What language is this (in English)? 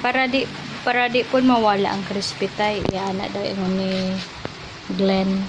Cebuano